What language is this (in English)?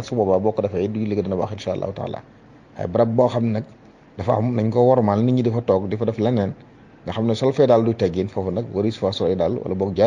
Wolof